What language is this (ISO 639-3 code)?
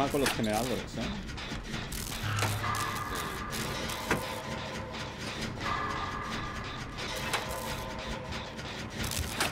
spa